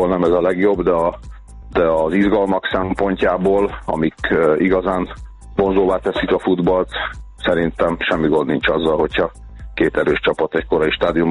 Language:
Hungarian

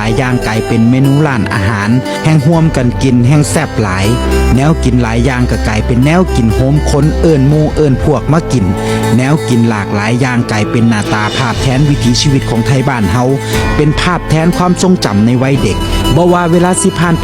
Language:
Northeastern Thai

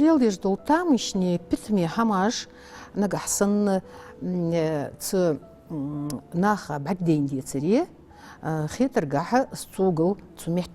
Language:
Ingush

